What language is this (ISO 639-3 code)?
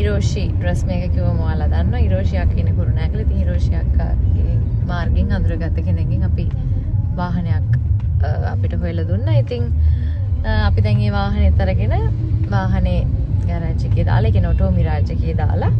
sin